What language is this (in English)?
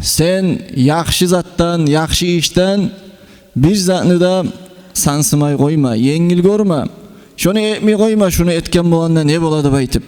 Kumyk